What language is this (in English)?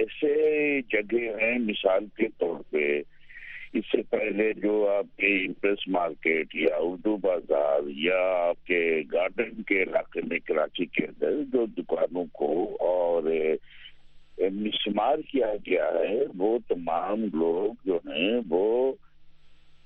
Urdu